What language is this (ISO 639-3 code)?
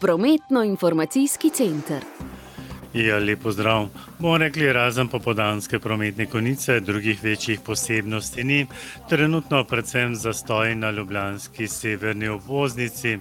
slv